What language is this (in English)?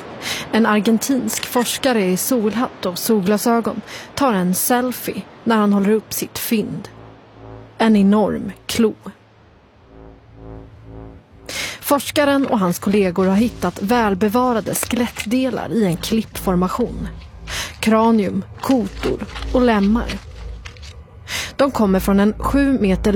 Swedish